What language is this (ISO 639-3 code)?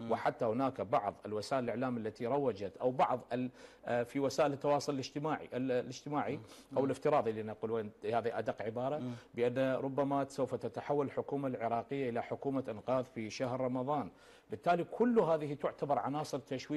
ara